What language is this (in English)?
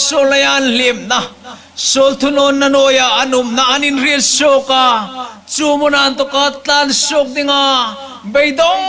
Hmar